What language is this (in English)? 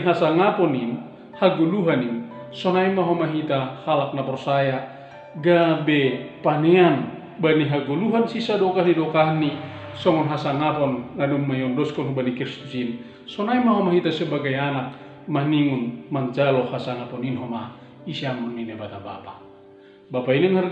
Batak Simalungun